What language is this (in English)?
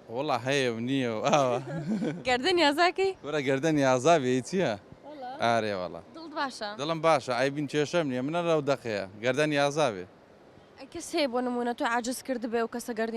Central Kurdish